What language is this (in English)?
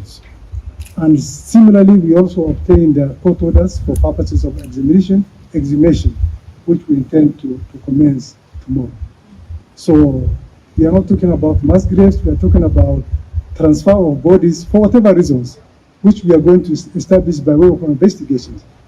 Gusii